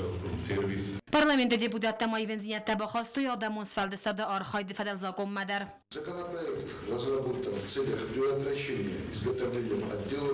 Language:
Ossetic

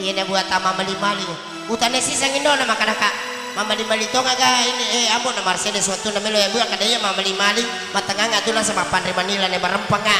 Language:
Buginese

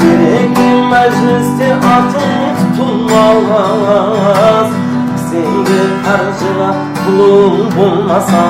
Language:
Kara-Kalpak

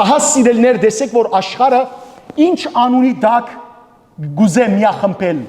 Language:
Western Armenian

